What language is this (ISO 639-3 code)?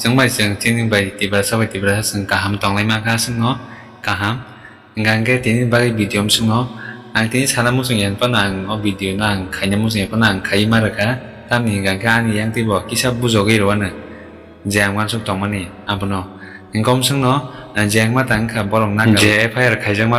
trp